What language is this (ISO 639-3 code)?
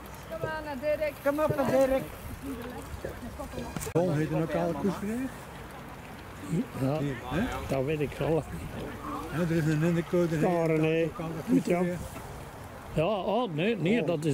nld